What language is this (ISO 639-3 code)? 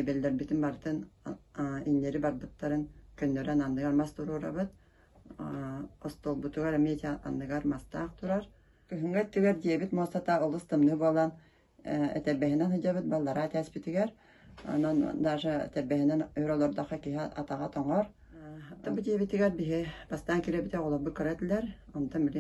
sah